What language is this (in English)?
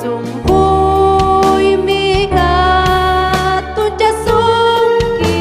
Ayacucho Quechua